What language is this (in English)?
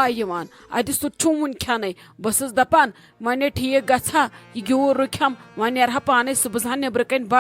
Kashmiri